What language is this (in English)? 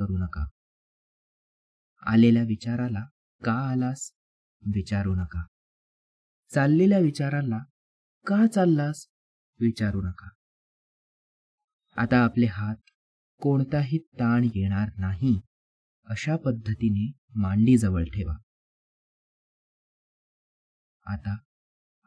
Marathi